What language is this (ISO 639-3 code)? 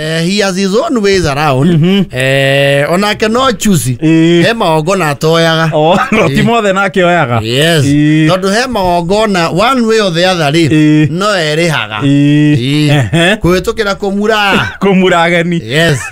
kik